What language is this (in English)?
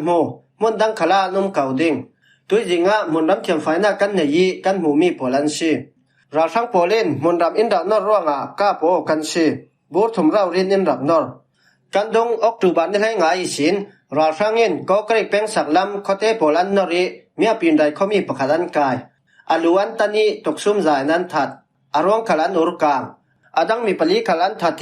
Falam Chin